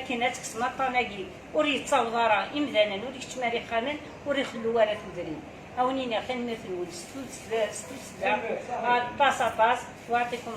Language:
Kabyle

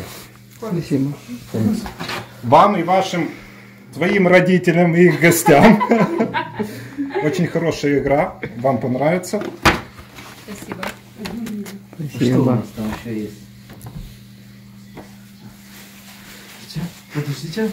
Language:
Russian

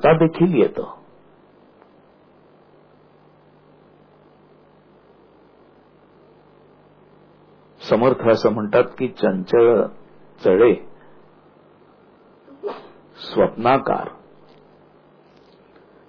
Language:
Marathi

